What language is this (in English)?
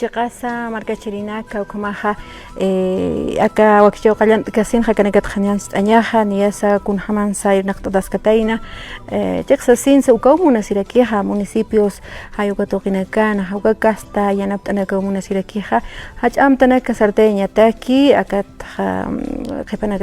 Aymara